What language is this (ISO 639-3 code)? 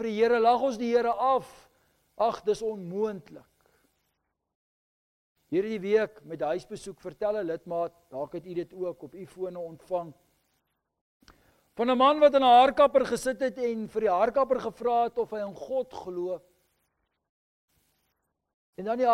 afr